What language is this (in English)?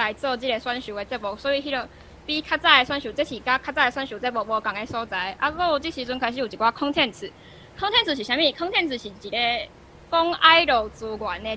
Min Nan Chinese